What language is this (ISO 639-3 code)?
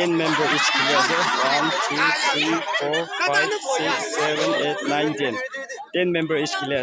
nag